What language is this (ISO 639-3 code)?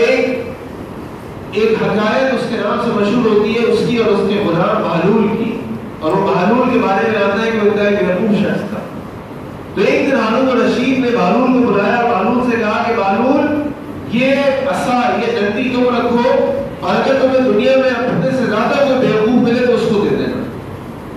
urd